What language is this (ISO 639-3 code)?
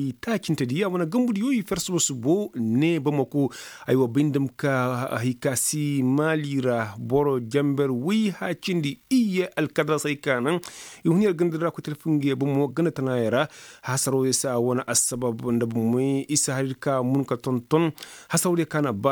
ses